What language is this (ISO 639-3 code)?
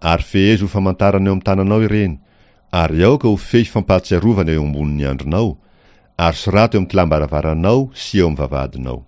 mlg